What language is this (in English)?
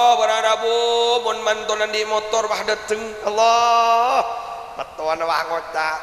Madurese